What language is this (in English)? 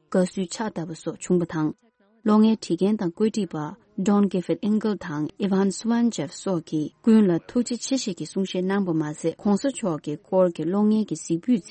Tibetan